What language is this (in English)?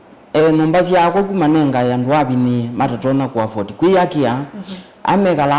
Kamba